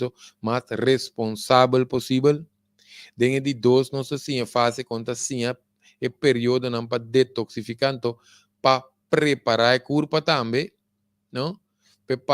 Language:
Papiamento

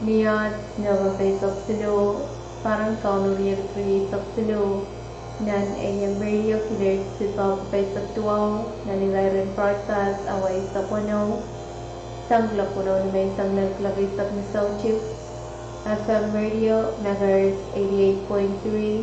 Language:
Pohnpeian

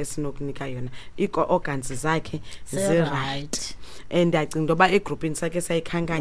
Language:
Xhosa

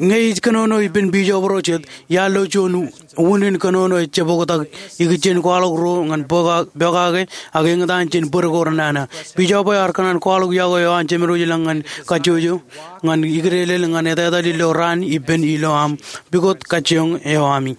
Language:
Marshallese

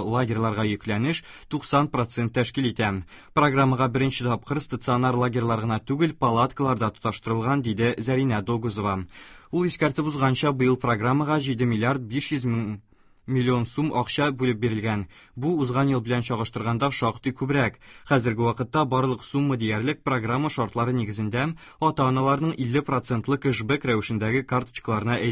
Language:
Tatar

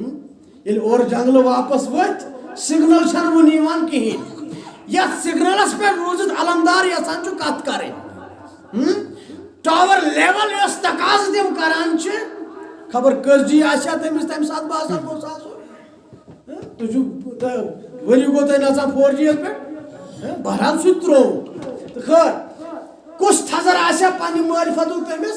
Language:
Kashmiri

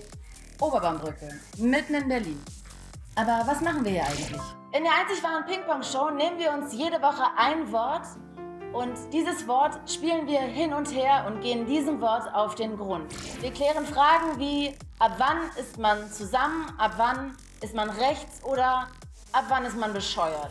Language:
German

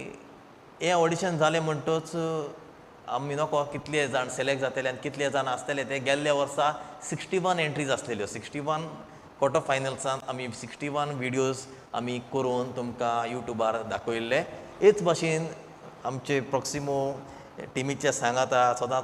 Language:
Konkani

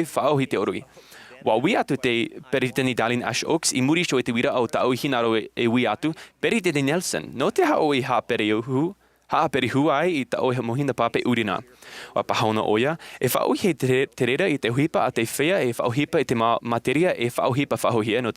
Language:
Tahitian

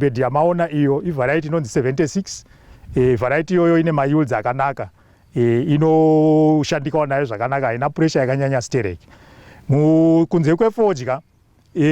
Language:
Shona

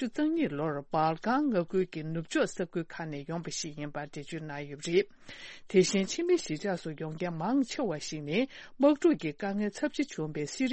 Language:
Tibetan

